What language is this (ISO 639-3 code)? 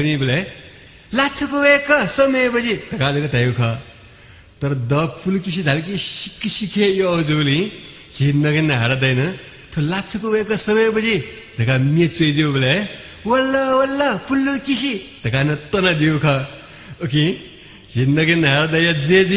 new